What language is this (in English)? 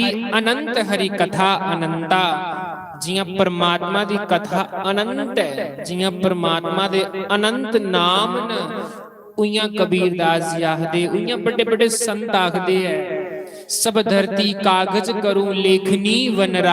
Dogri